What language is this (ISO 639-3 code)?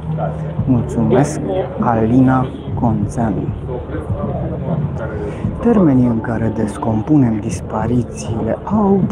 ron